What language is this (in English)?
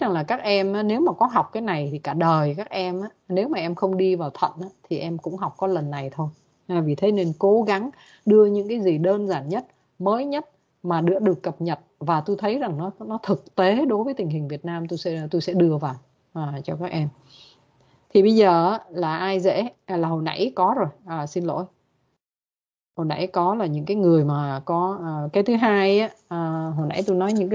Vietnamese